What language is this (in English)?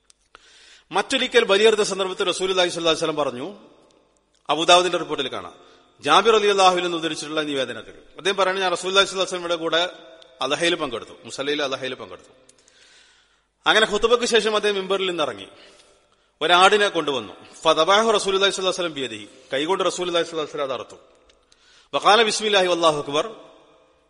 Malayalam